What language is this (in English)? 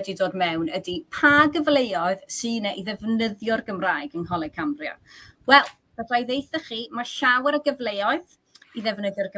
Welsh